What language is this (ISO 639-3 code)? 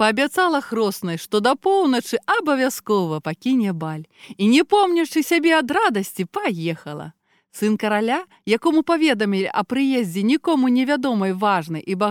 bel